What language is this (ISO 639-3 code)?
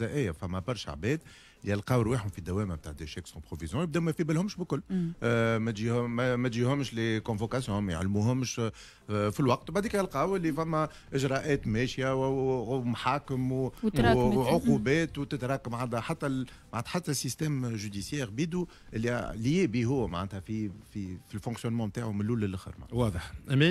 aeb